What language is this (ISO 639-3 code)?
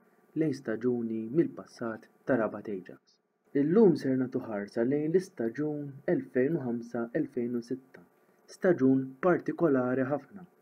mlt